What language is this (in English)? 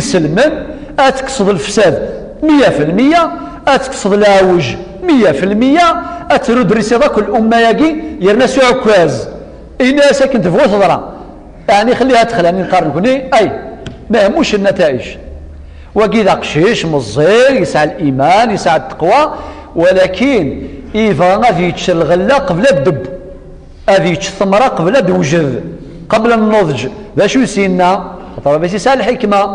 Kabyle